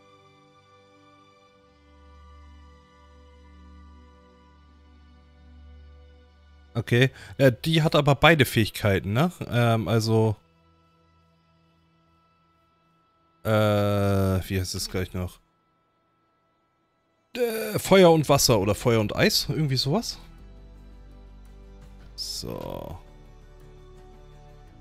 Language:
German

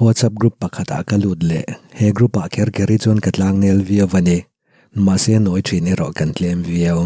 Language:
Mizo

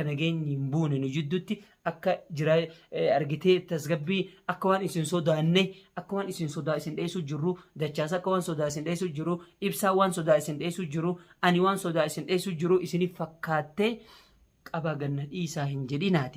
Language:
Oromo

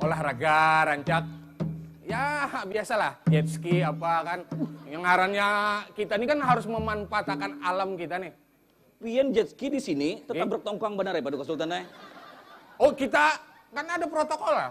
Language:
Banjar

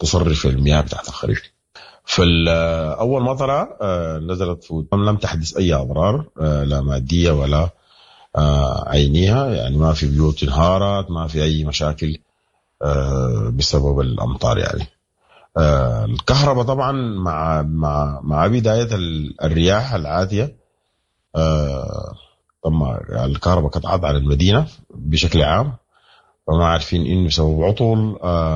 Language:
Sudanese Arabic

